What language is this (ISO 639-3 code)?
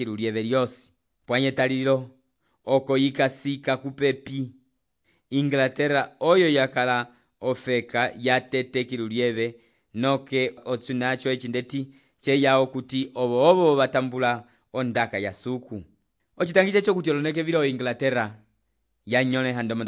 umb